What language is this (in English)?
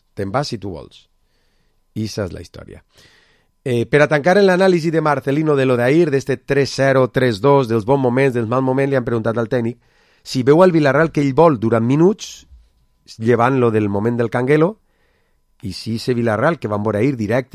Catalan